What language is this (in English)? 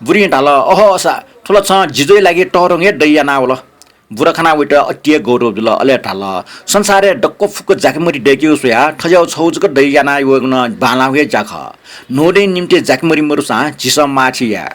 Newari